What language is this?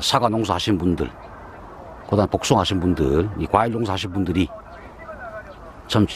Korean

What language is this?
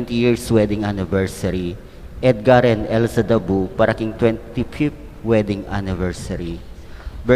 Pampanga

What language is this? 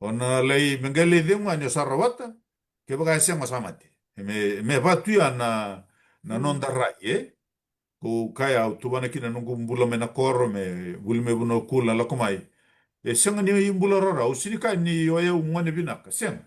Fijian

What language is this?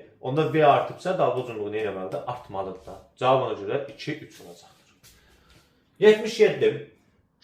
Azerbaijani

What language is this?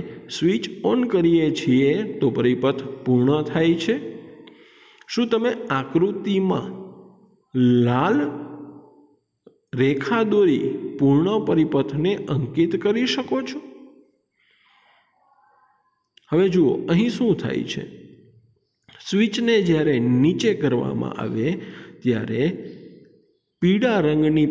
Gujarati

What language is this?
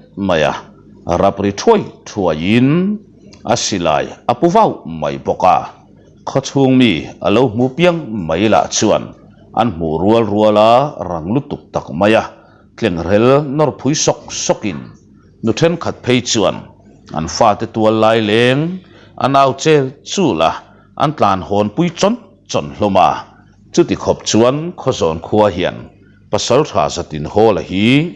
Mizo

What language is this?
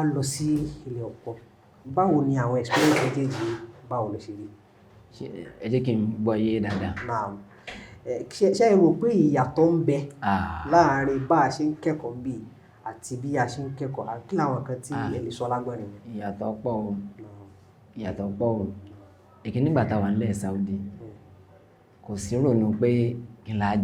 Yoruba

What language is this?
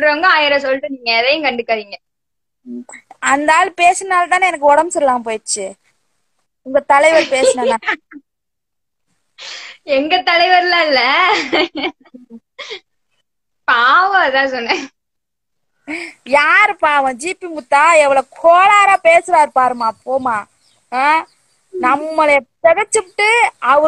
Tamil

